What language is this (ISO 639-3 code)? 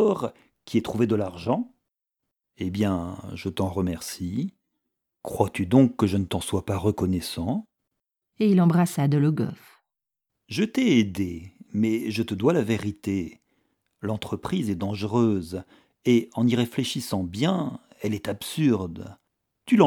fra